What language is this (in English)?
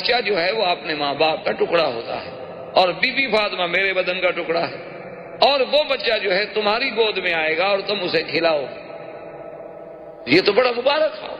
Urdu